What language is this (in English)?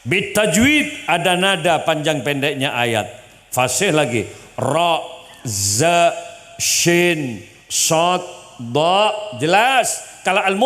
Madurese